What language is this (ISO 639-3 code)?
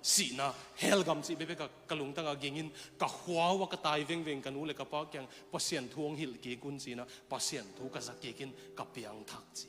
ctd